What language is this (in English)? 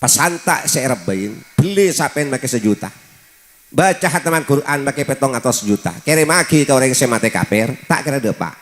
Madurese